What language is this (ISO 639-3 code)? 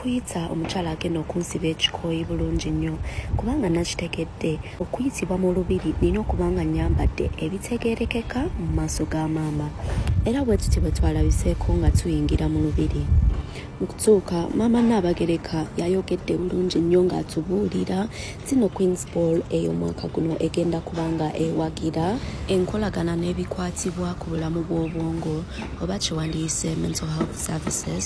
lug